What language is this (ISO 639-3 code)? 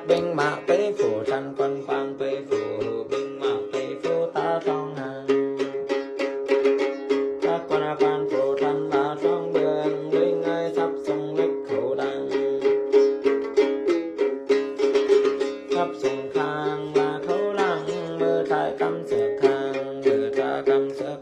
vie